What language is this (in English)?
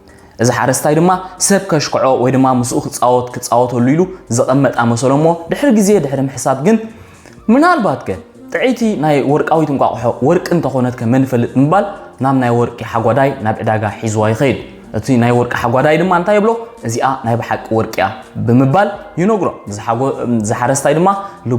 Tigrinya